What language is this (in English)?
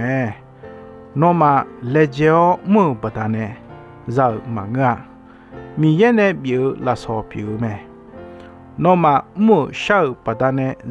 Akha